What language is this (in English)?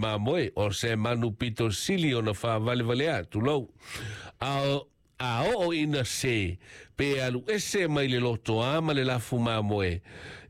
Samoan